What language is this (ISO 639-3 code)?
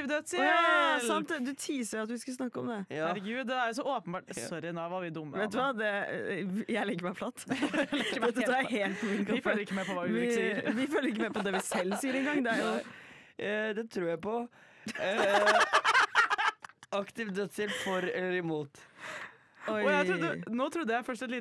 nor